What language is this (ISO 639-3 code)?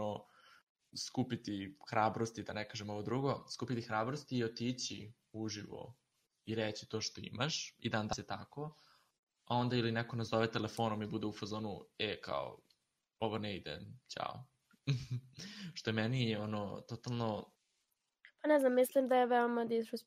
srp